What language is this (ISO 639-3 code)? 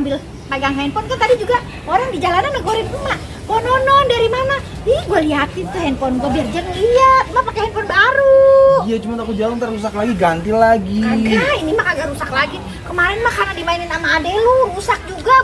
bew